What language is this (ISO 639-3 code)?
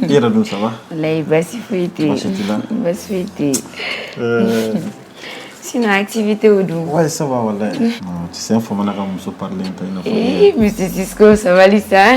bam